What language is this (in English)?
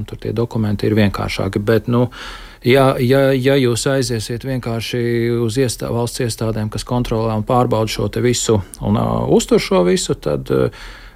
Latvian